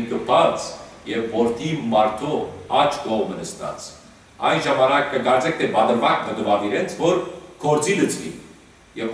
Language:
Western Armenian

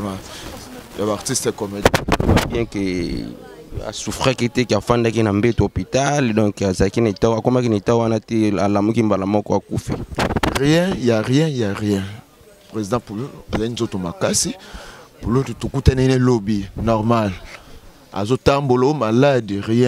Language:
Lingala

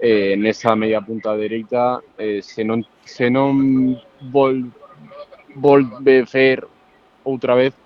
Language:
Galician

